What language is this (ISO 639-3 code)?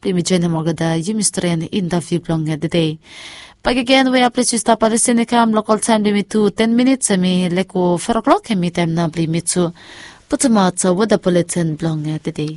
bis